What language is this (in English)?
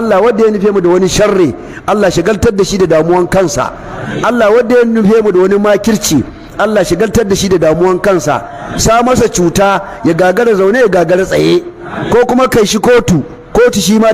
Hausa